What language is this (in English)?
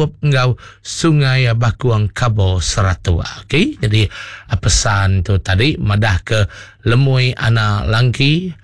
Iban